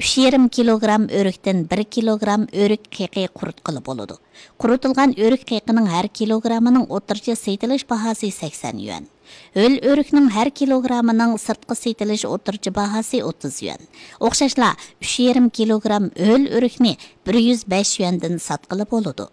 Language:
Uyghur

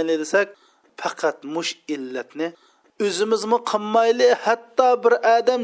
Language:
Uyghur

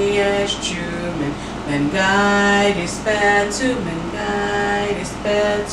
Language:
Chamorro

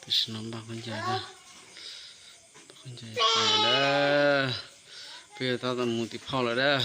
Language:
Hmong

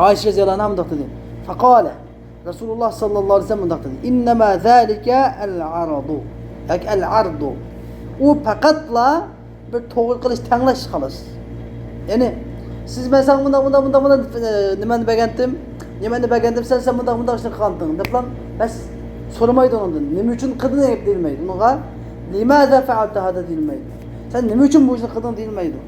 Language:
Uyghur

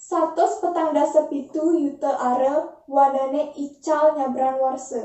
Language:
Balinese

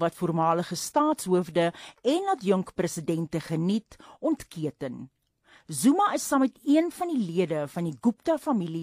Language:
Afrikaans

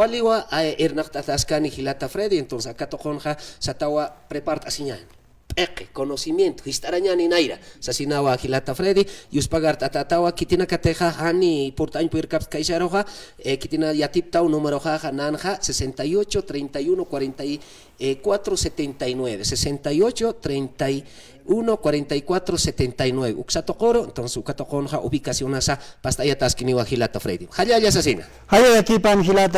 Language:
Aymara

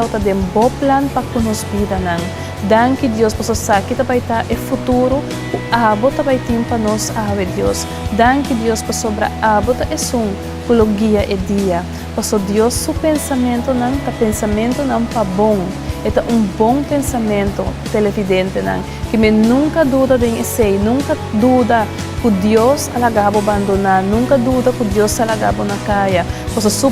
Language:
Papiamento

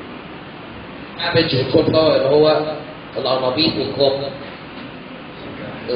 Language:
Egyptian Arabic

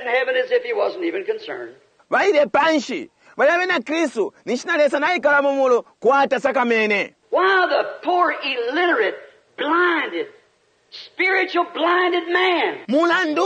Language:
Bemba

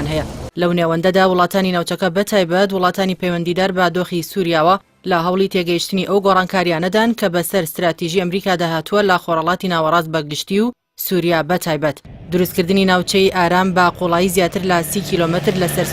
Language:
Central Kurdish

